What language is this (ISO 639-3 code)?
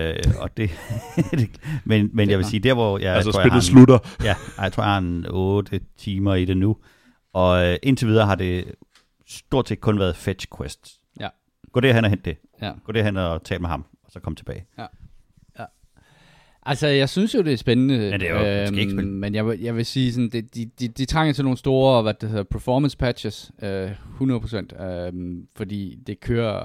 dan